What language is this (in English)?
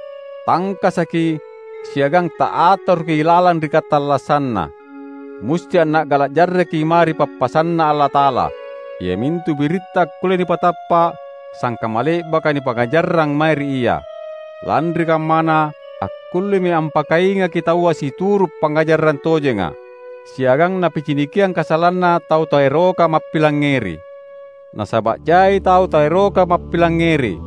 Makasar